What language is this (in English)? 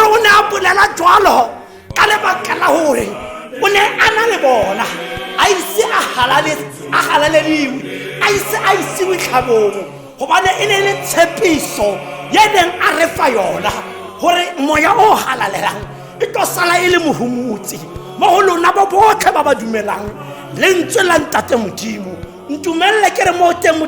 Tswana